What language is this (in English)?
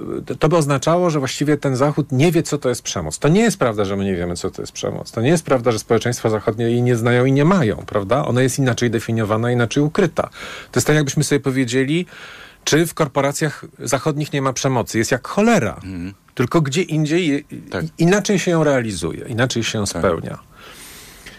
Polish